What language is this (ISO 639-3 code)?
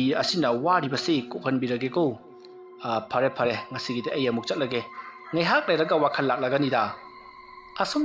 mni